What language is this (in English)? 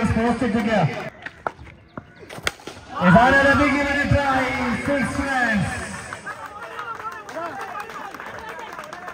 Malayalam